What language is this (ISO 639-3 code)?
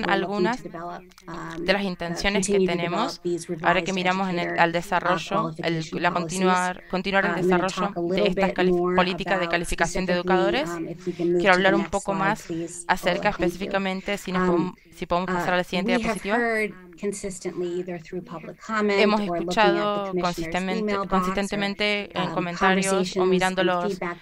spa